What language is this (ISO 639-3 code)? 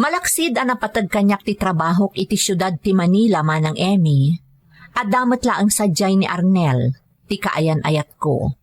ilo